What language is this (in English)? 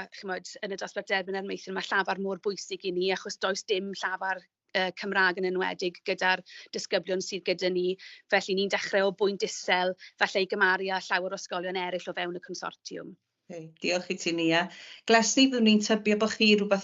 Welsh